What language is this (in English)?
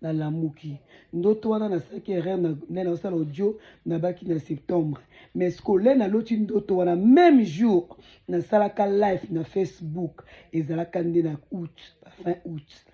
Lingala